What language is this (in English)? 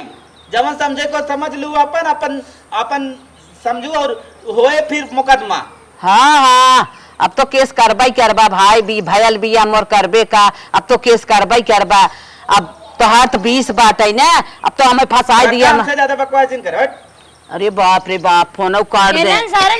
Awadhi